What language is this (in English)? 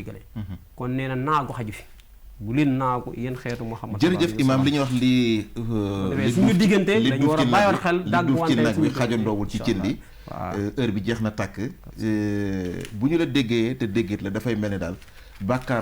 Wolof